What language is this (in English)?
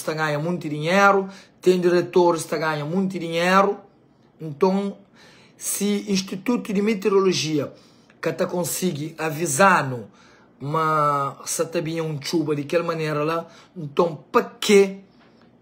Kabuverdianu